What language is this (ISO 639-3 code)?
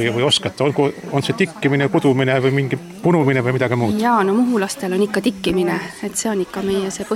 est